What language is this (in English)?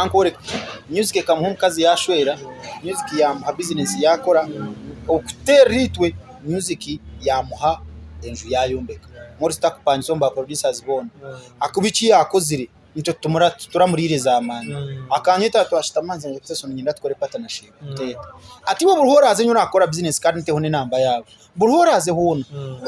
Nyankole